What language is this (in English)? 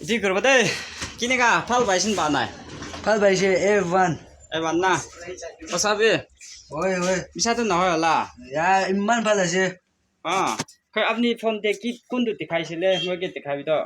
Naga Pidgin